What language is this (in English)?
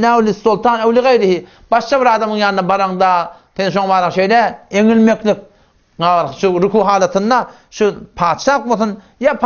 Turkmen